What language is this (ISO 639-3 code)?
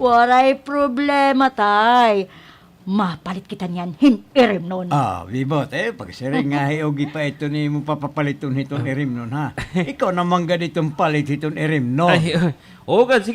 war